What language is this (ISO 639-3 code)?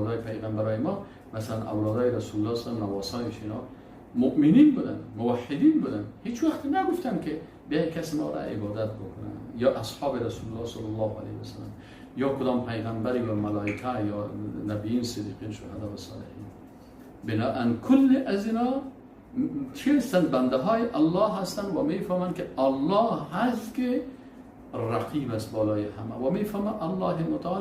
fas